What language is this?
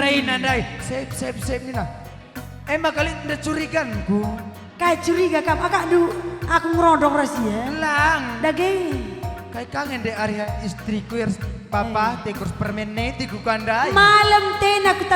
Batak Karo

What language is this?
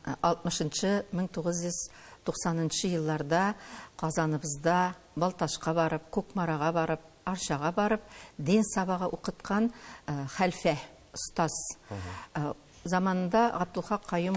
Tatar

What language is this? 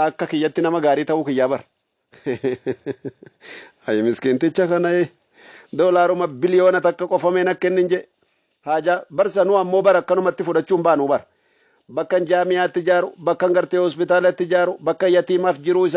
Oromo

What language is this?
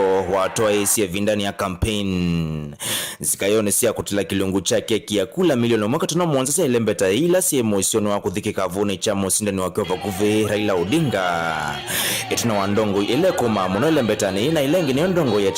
Kamba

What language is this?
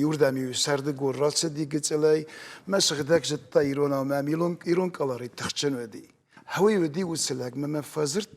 Ossetic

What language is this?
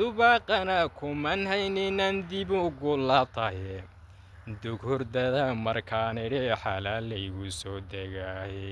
Somali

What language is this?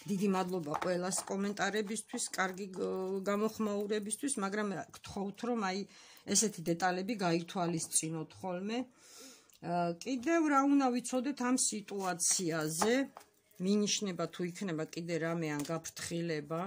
Georgian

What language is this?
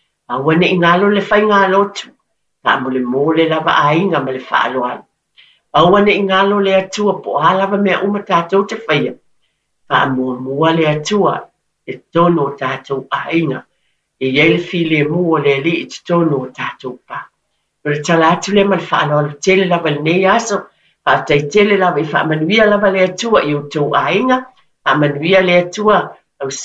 Samoan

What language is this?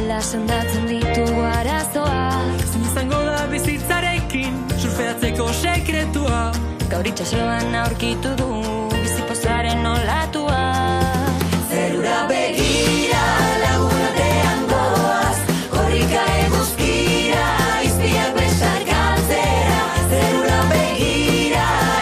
Basque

